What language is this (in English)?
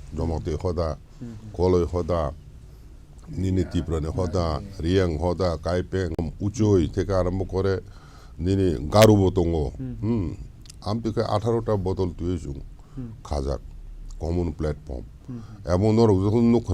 Kok Borok